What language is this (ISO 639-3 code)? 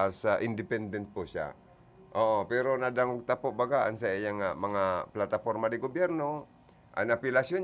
bik